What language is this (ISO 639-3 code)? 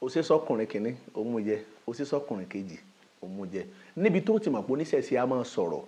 yor